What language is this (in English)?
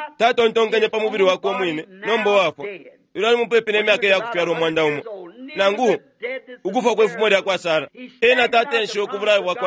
Bemba